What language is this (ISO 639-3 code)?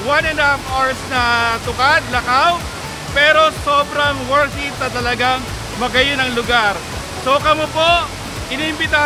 bik